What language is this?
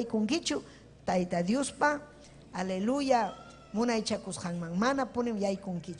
Ayacucho Quechua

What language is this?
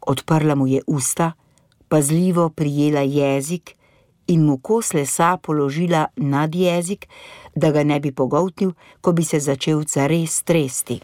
Slovenian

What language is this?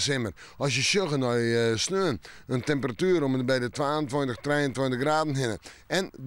Western Frisian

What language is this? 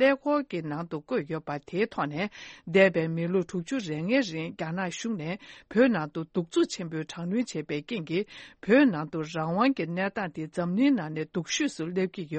Tibetan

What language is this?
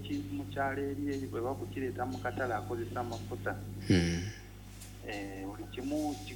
Ganda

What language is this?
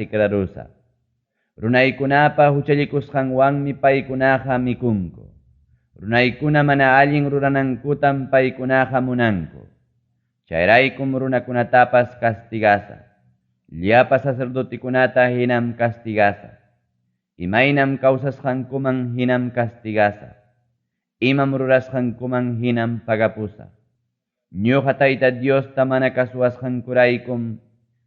Ayacucho Quechua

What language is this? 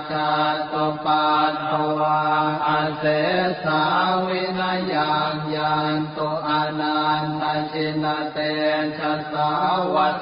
Pali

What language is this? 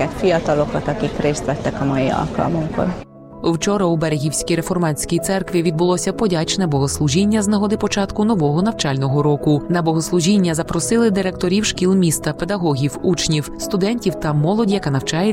Ukrainian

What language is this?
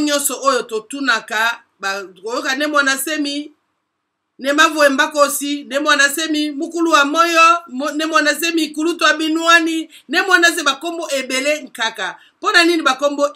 Lingala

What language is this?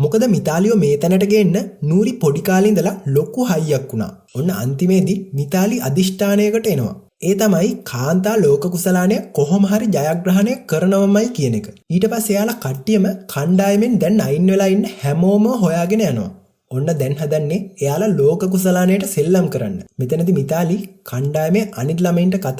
Sinhala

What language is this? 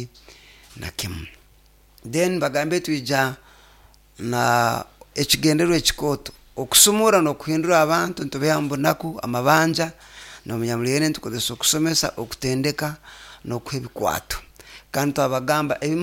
Nyoro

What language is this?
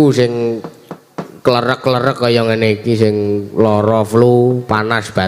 Javanese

